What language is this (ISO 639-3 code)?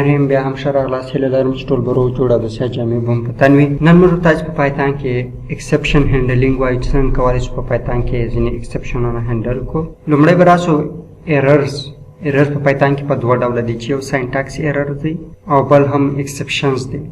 pus